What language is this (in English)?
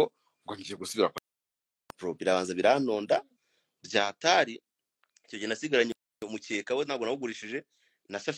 Kinyarwanda